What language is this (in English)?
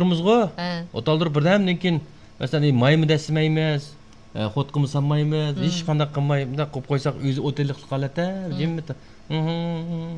Uyghur